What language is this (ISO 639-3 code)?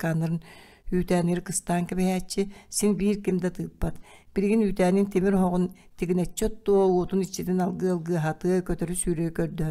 sah